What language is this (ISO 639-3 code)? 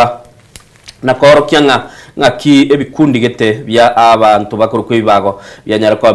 guz